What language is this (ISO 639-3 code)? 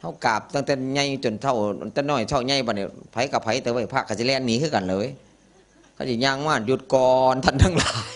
tts